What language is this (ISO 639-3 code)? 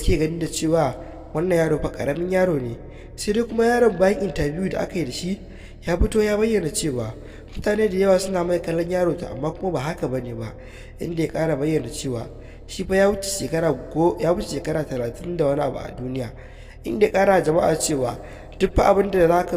hau